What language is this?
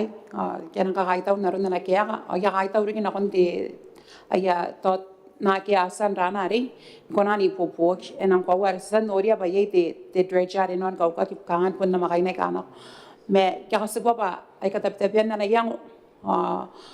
Gilbertese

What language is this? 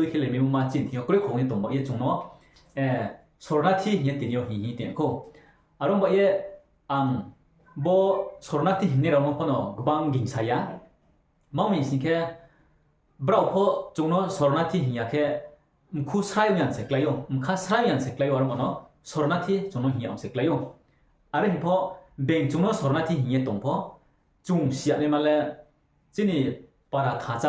Riang (India)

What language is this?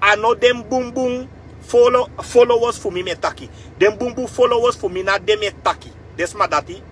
Sranan Tongo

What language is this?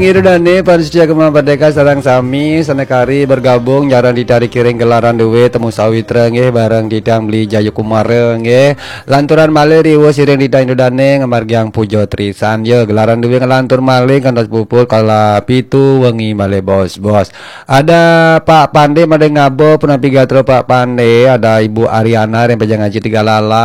Balinese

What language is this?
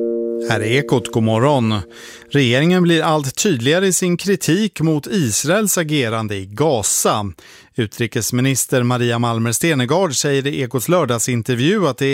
Swedish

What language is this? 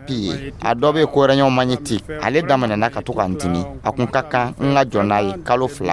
Dyula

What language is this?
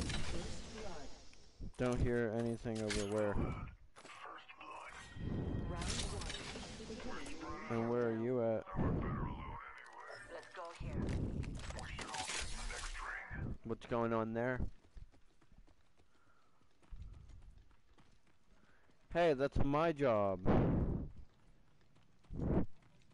English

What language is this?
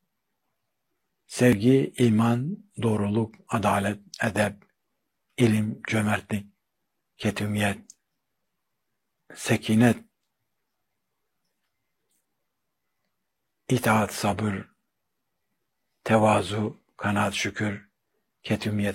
Turkish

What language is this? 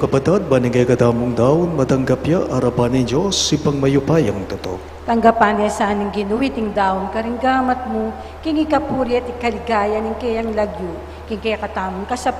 Pampanga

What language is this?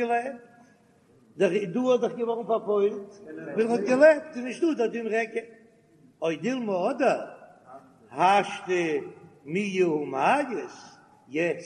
Yiddish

